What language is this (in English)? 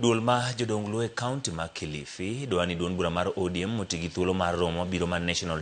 Luo (Kenya and Tanzania)